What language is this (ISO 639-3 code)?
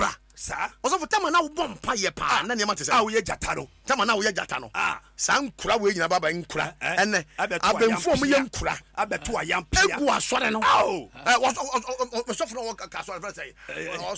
aka